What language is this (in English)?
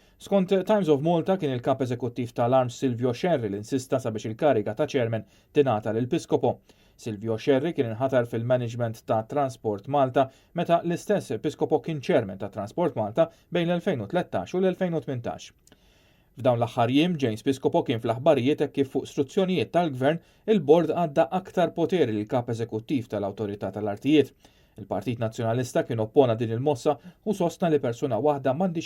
Maltese